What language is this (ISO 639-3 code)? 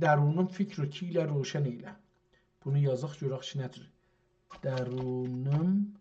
azb